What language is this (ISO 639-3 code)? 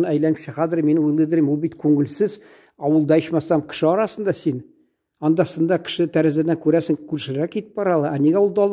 tat